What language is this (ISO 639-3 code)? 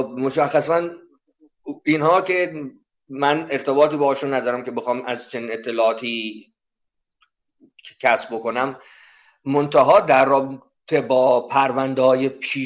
fas